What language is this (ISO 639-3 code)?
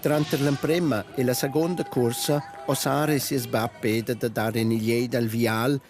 roh